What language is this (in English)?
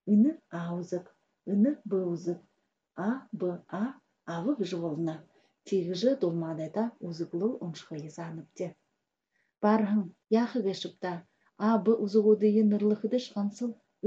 Buriat